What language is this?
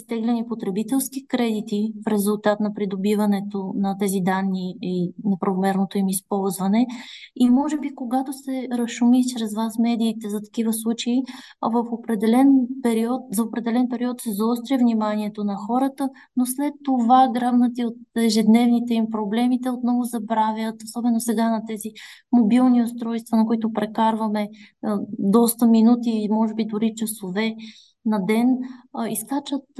Bulgarian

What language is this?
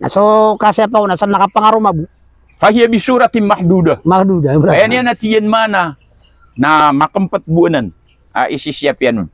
Maranao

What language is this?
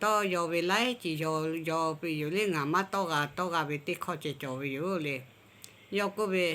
Lahu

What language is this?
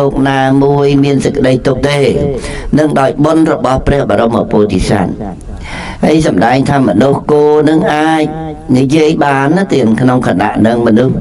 Khmer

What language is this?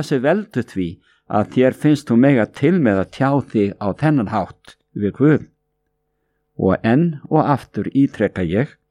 Icelandic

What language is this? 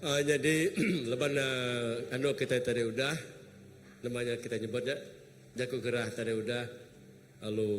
Iban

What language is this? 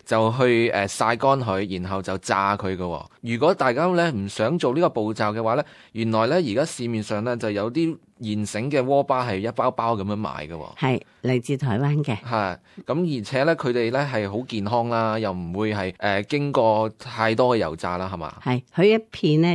Cantonese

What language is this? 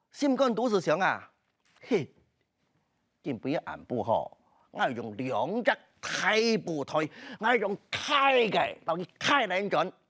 Hakka Chinese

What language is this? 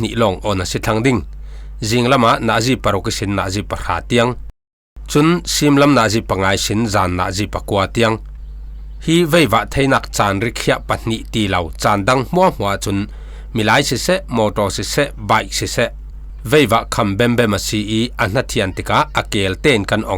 Falam Chin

